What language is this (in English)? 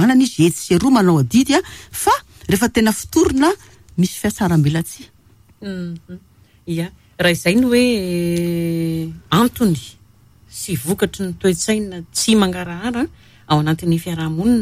Malagasy